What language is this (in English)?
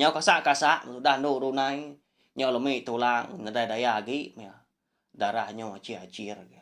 Iban